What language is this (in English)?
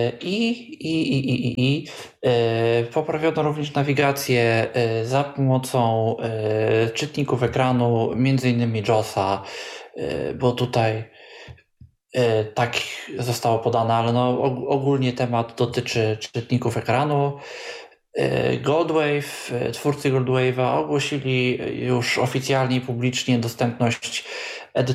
Polish